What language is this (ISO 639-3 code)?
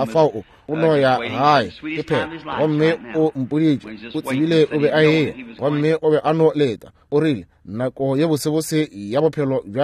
nso